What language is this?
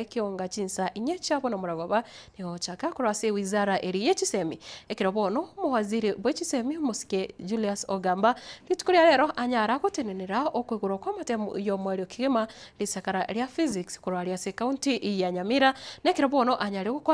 Gusii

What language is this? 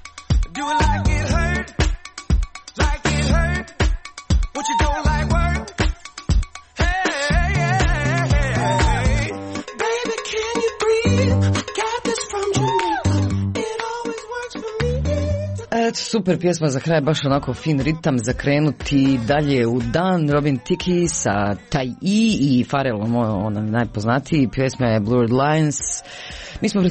Croatian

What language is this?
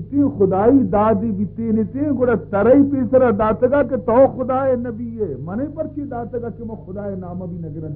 Baluchi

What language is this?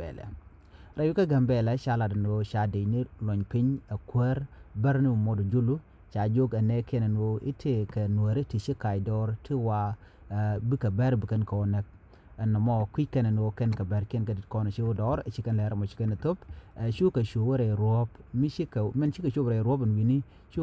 Nuer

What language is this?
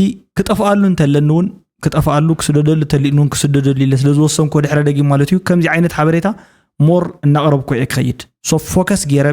Tigrinya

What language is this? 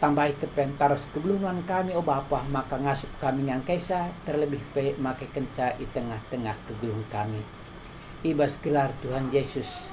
Batak Karo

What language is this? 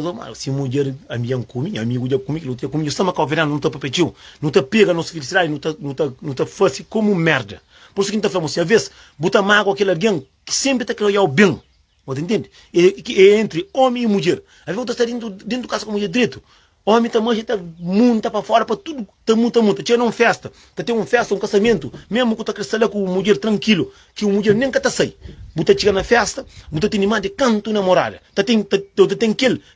Kabuverdianu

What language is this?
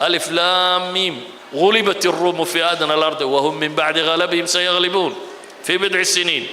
Somali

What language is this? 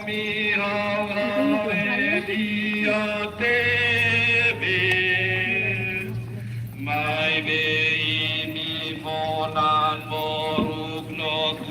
Tetum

